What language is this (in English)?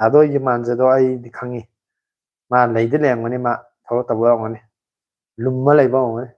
Manipuri